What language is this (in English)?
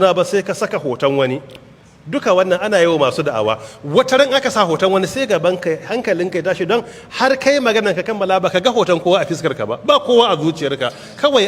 Hausa